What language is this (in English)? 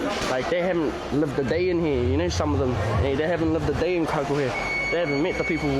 Māori